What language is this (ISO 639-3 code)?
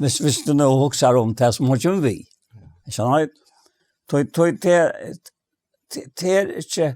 fao